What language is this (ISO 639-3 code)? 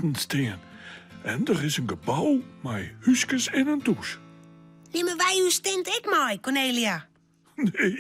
fry